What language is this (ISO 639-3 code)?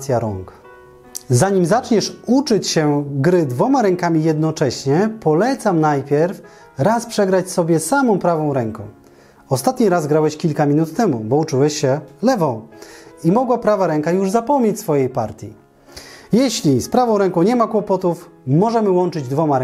pol